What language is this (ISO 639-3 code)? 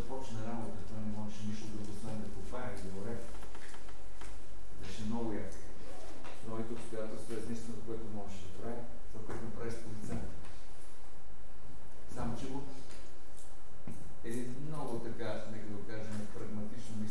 bul